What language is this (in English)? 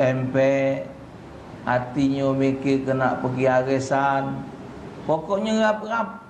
Musi